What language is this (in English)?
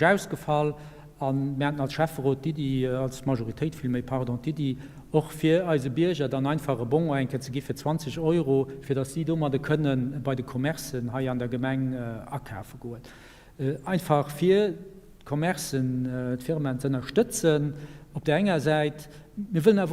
Luxembourgish